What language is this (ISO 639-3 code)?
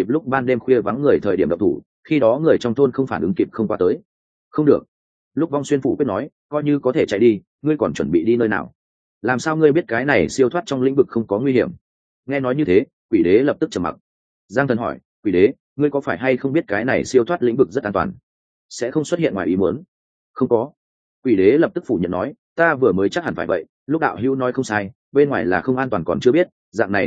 vie